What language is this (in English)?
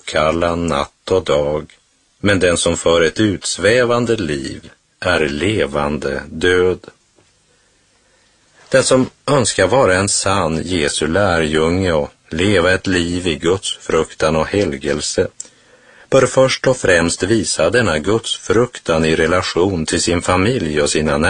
Swedish